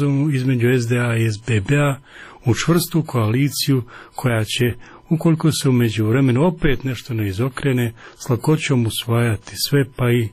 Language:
Croatian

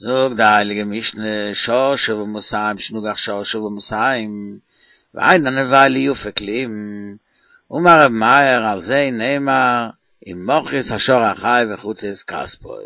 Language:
Yiddish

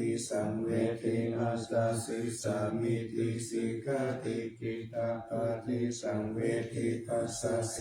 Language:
Pali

